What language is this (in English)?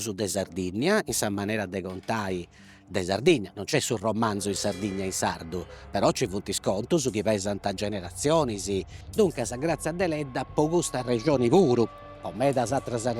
Sardinian